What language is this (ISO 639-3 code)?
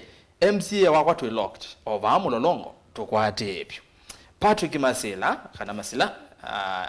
kam